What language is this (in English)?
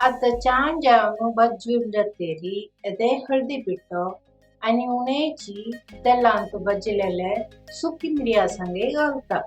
Konkani